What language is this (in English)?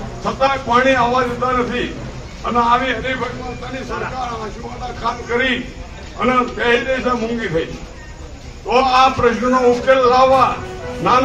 Gujarati